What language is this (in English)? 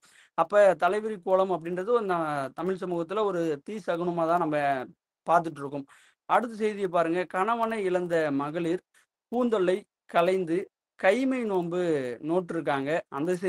Tamil